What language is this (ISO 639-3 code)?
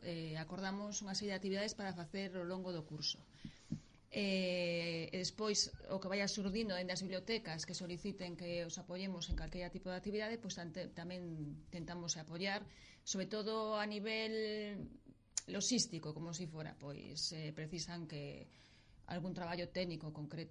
glg